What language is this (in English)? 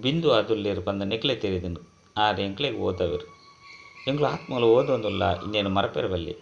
Tulu